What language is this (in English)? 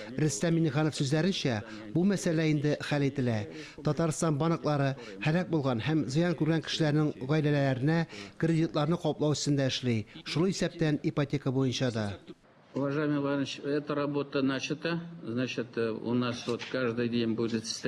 Tatar